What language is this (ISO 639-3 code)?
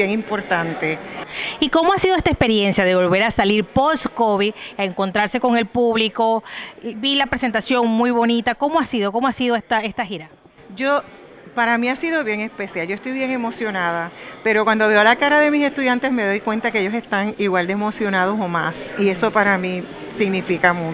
spa